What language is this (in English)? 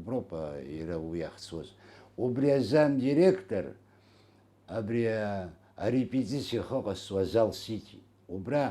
Abkhazian